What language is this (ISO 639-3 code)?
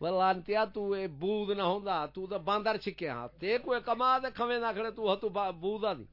skr